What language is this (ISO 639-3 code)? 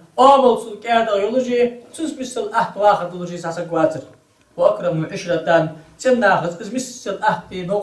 inh